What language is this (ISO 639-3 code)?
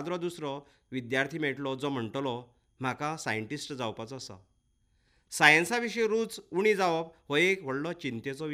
kok